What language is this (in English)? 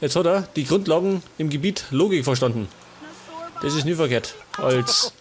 Bavarian